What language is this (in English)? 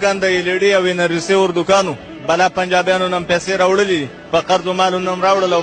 Pashto